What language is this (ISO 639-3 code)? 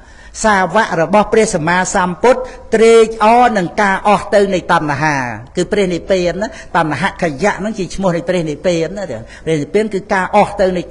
khm